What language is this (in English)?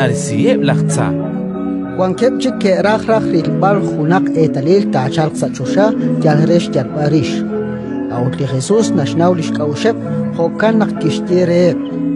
Kekchí